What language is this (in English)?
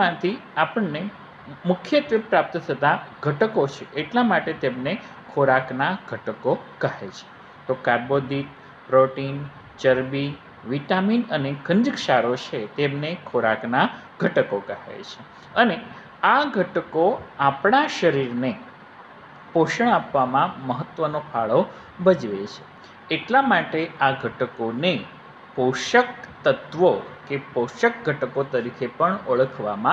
Gujarati